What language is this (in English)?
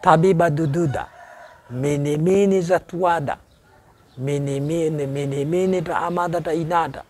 Nias